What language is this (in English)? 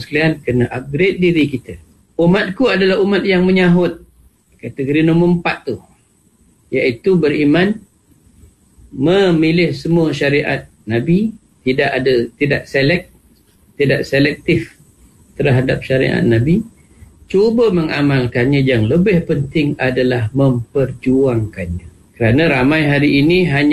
Malay